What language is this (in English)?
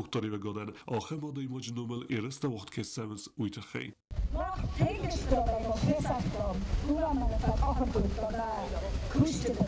Ossetic